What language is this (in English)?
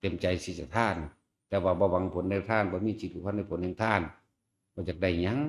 Northeastern Thai